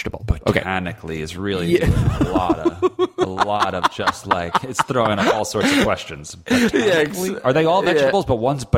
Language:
English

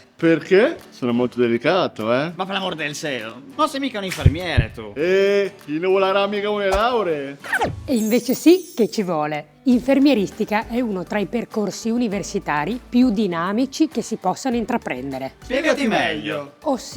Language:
Friulian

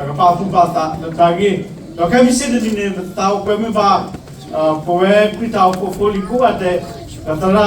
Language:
S'gaw Karen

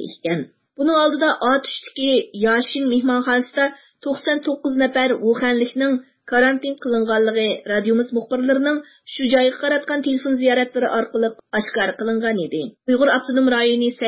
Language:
Uyghur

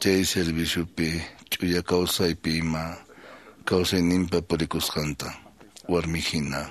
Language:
Quechua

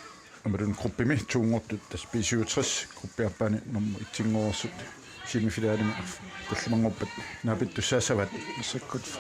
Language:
Kalaallisut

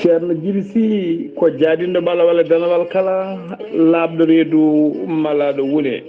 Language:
Fula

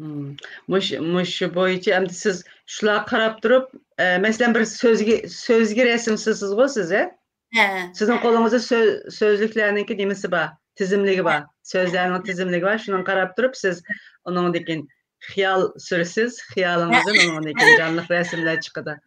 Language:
Uyghur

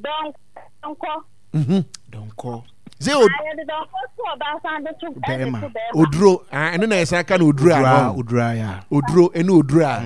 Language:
Akan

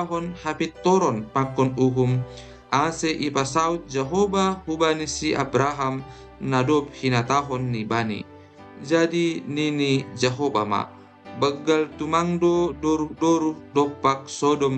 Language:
Batak Simalungun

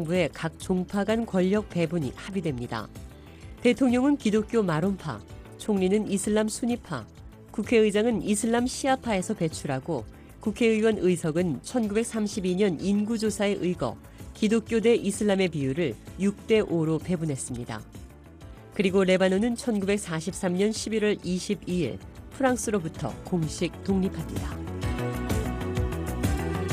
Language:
Korean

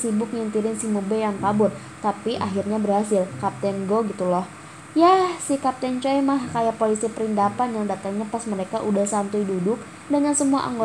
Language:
Indonesian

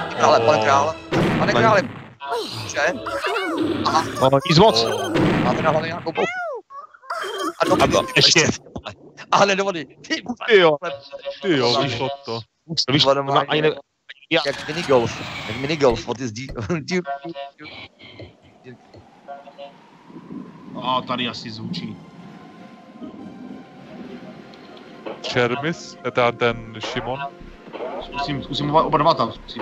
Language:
Czech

